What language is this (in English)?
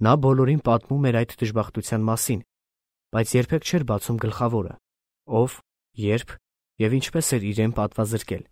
Armenian